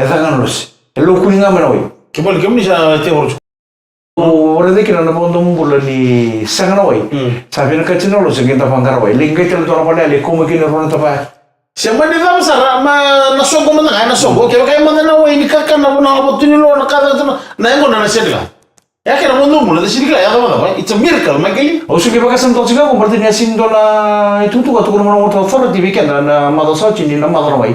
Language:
Fijian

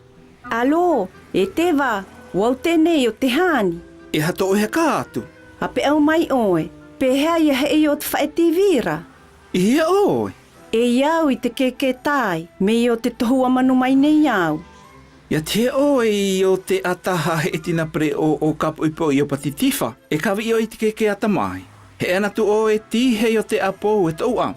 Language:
South Marquesan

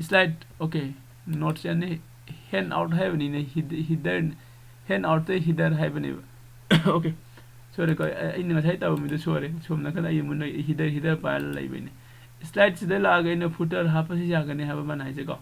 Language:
Manipuri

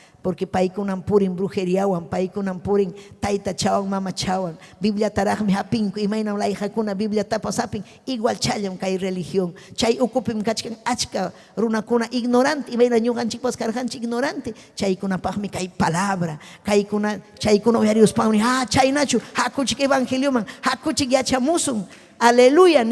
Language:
Ayacucho Quechua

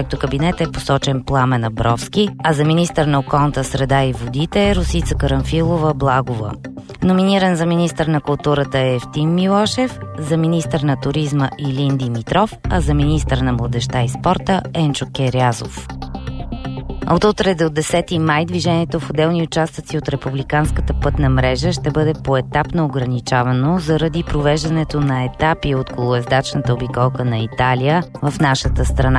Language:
Bulgarian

